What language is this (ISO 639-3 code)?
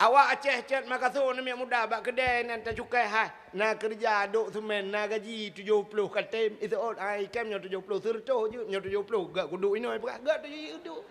ace